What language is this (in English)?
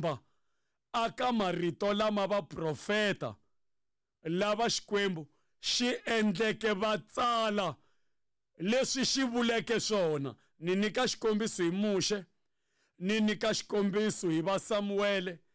Tsonga